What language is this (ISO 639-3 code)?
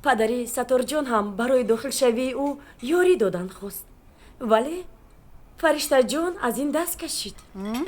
tgk